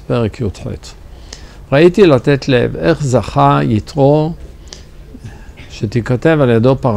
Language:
Hebrew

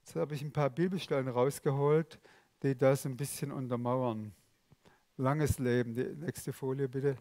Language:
Swiss German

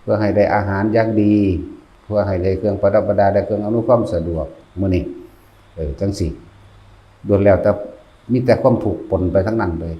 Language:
Northeastern Thai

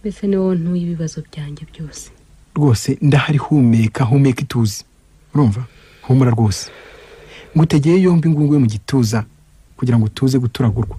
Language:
Kinyarwanda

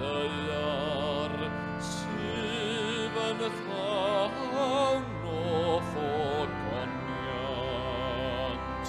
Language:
Welsh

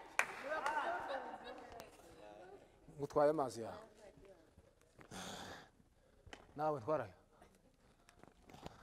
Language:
Kinyarwanda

